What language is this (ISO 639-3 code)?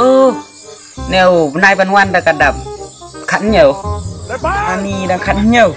kha